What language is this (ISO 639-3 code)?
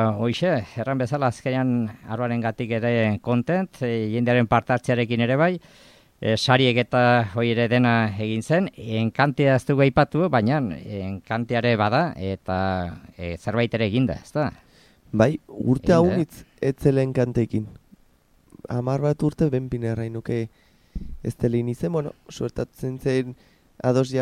eus